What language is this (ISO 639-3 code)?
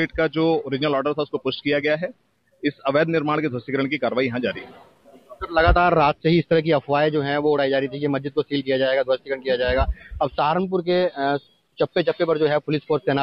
hin